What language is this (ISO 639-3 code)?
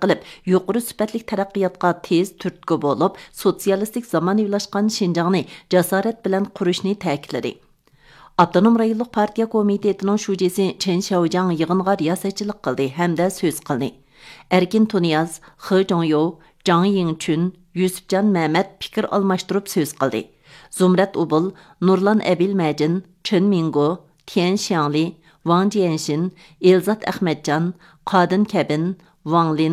uig